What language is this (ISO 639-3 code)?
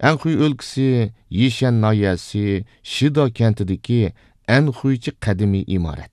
uig